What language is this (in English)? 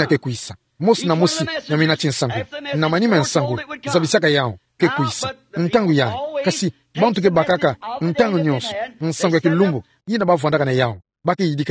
Kituba (Democratic Republic of Congo)